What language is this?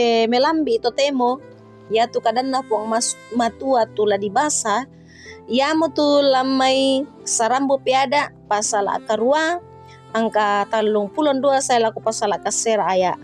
Toraja-Sa'dan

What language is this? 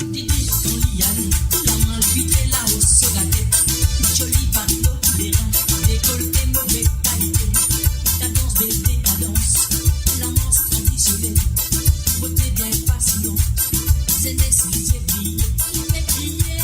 Morisyen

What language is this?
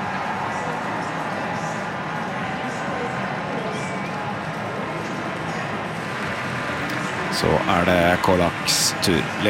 Norwegian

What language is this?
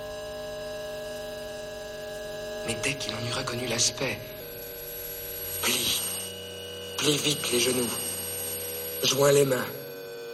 French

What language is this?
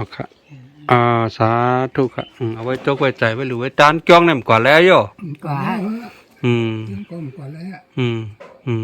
Shan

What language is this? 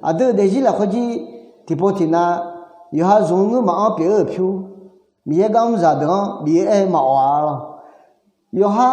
Akha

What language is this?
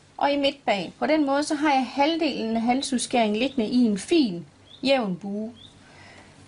Danish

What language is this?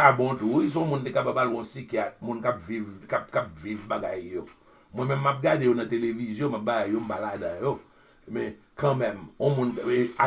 Haitian Creole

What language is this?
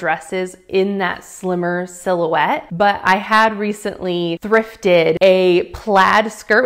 English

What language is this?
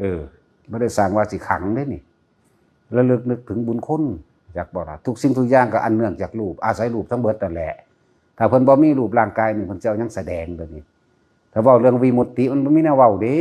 Northeastern Thai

